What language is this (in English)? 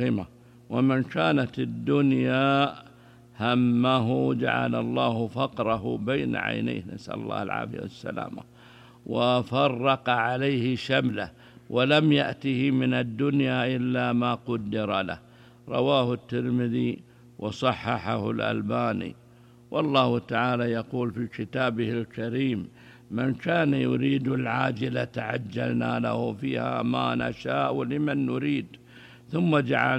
Arabic